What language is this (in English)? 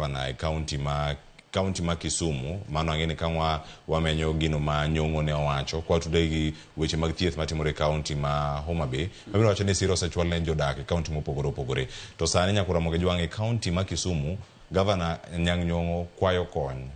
Luo (Kenya and Tanzania)